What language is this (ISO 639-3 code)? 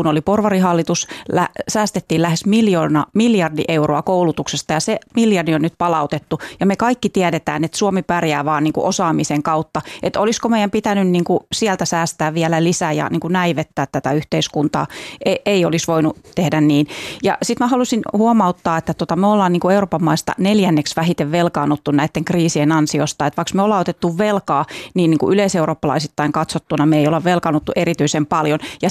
fin